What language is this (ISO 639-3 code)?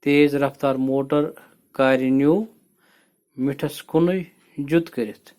kas